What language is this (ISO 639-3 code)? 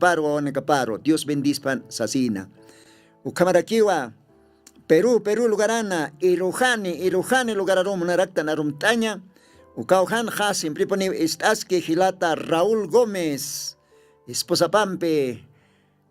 aym